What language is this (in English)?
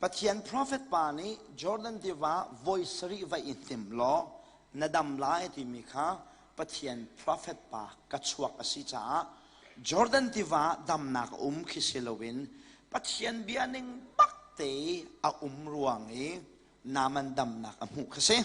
Hakha Chin